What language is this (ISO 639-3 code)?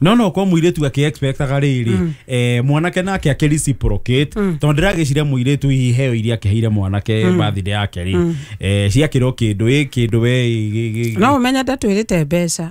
kik